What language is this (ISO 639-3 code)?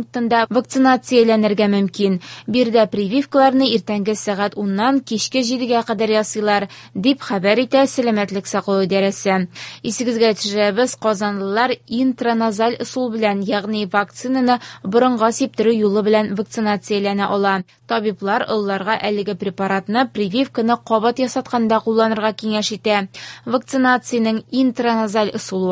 tat